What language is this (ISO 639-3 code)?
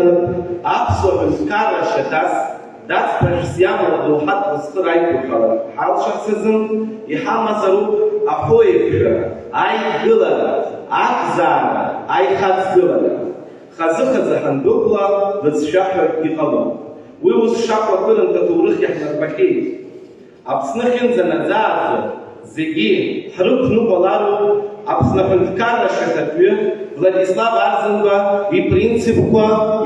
abk